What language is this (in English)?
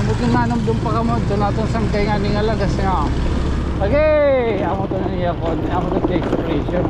Waray